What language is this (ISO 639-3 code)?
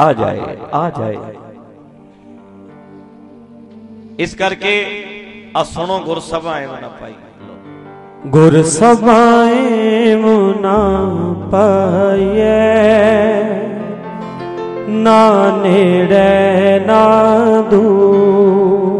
pan